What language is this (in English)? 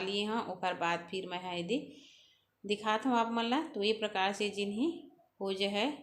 Chhattisgarhi